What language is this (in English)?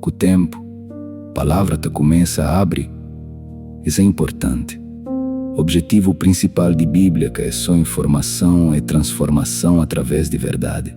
Kabuverdianu